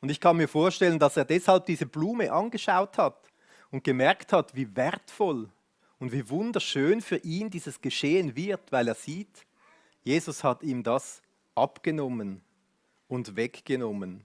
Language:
Swiss German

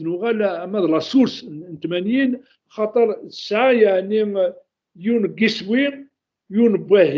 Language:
Kabyle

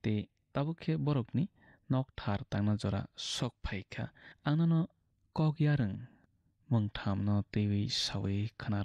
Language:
Kok Borok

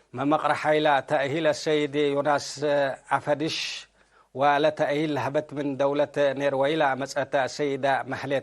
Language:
Tigre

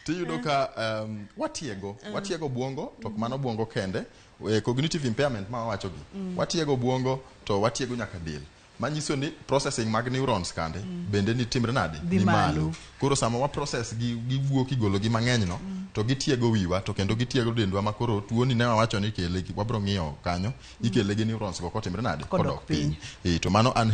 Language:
Luo (Kenya and Tanzania)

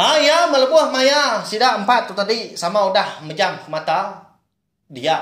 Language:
Iban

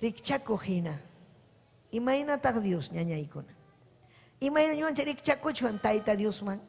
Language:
Ayacucho Quechua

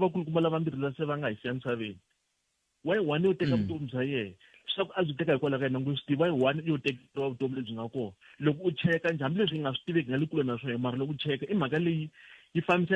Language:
Tsonga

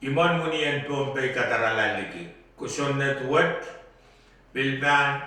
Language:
Pohnpeian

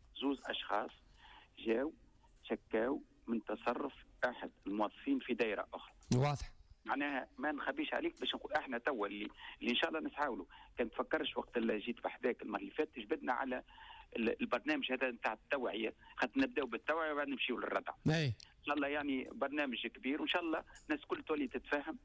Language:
Tunisian Arabic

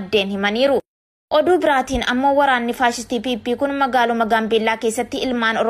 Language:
Oromo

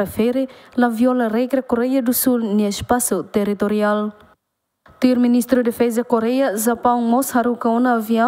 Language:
Tetum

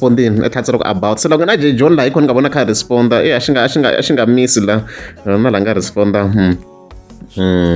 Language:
Tsonga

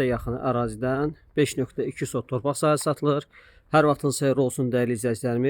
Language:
Azerbaijani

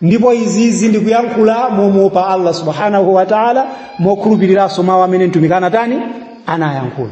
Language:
Nyanja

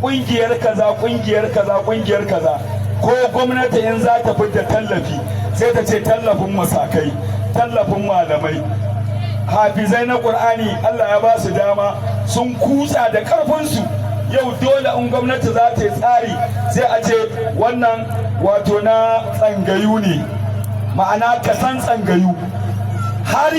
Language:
Hausa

